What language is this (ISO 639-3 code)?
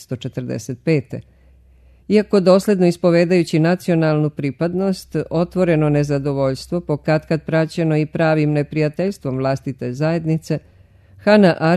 srp